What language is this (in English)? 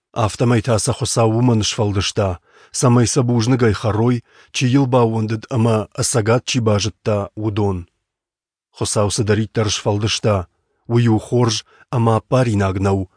Ossetic